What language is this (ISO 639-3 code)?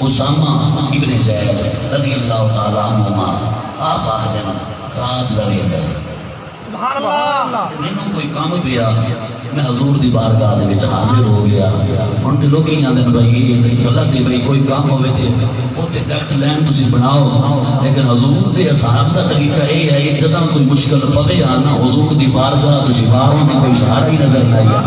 skr